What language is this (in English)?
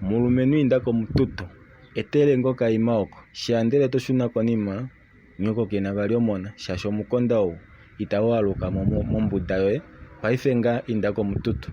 Kuanyama